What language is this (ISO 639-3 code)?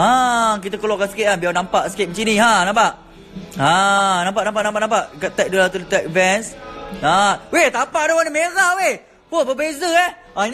msa